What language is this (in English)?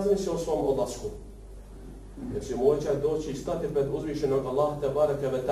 Bosnian